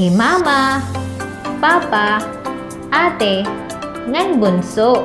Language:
Waray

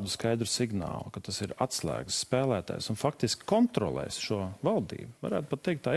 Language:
Latvian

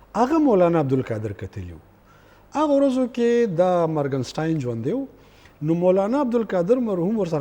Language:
Pashto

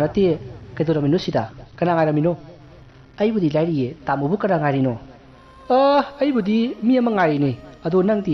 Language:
Manipuri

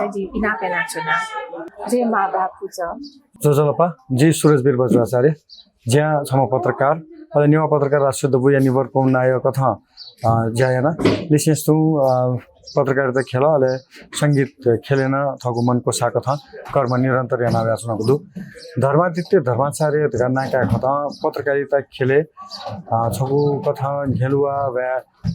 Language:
Newari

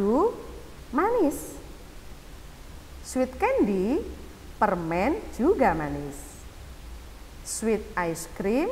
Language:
Indonesian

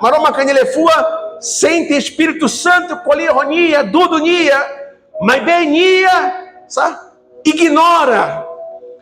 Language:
Tetum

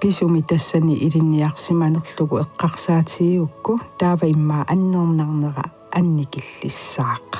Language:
Kalaallisut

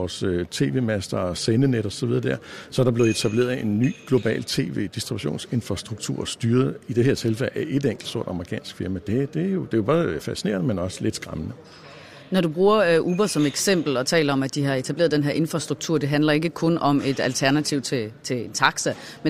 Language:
Danish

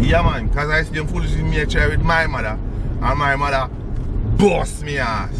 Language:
Jamaican Creole English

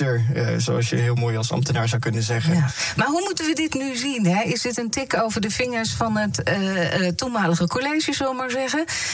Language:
Dutch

